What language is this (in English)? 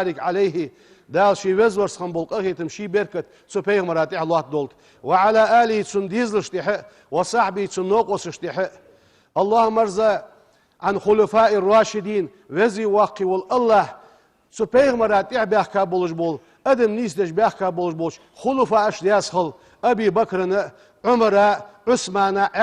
Ingush